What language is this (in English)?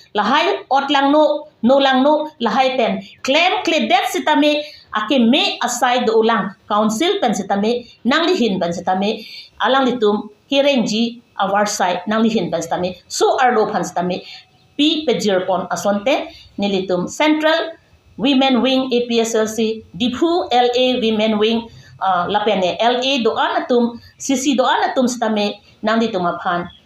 Karbi